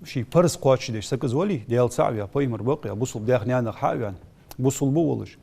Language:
Ingush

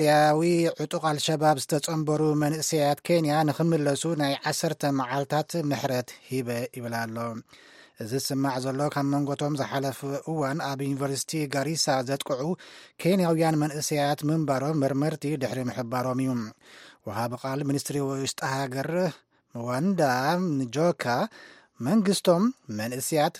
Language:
Tigrinya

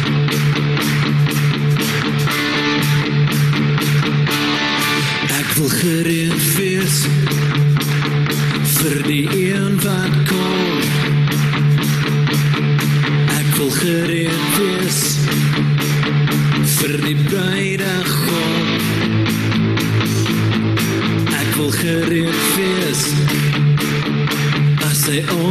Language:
Afrikaans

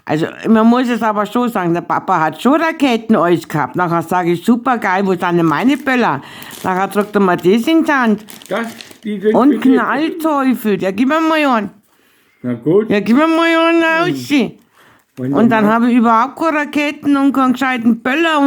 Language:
Bavarian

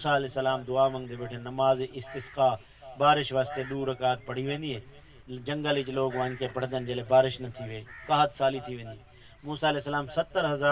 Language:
Saraiki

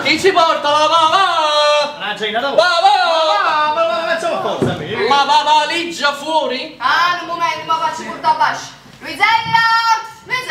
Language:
Neapolitan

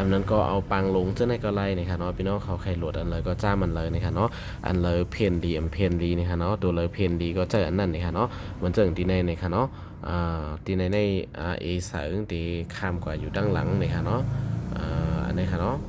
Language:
Shan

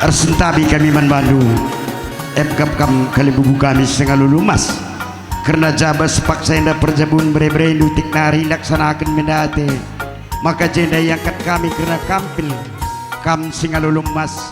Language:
Batak Karo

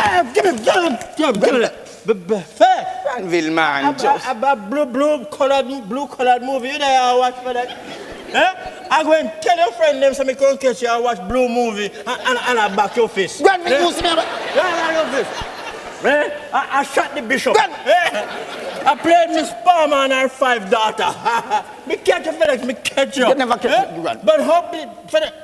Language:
Jamaican Creole English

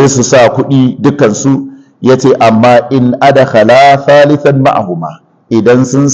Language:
Hausa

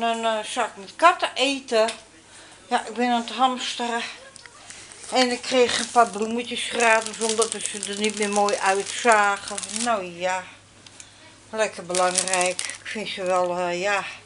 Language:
Dutch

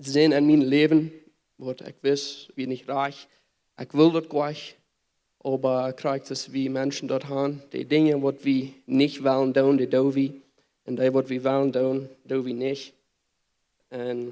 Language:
Plautdietsch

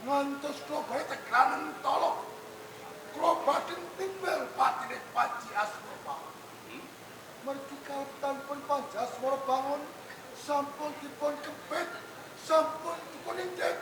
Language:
Javanese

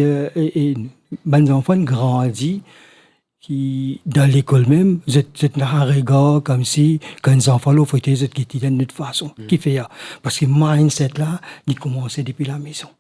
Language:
Morisyen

